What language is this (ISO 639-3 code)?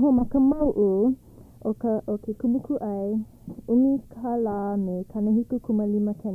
haw